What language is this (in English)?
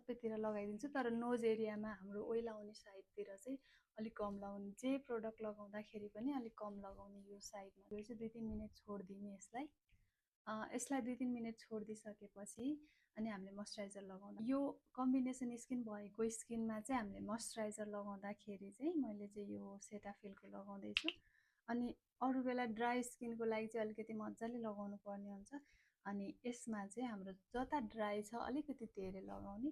Nepali